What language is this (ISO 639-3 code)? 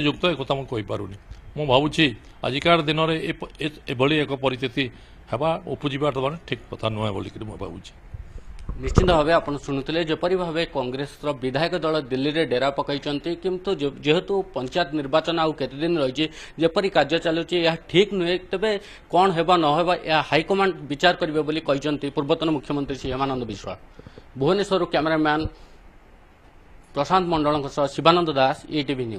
ori